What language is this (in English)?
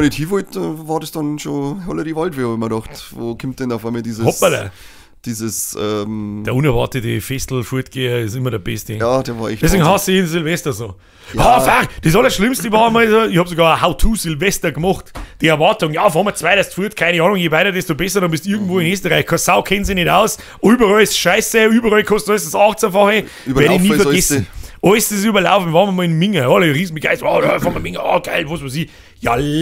Bavarian